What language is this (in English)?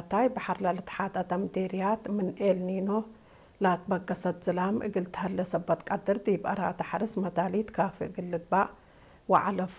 Tigre